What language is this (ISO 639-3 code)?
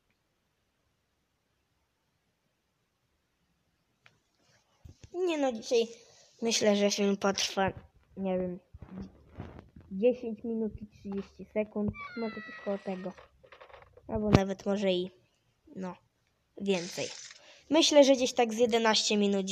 pol